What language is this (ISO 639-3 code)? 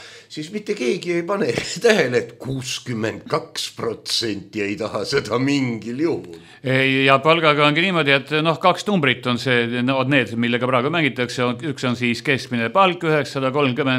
est